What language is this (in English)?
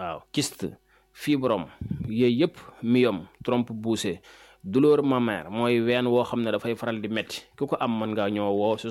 Wolof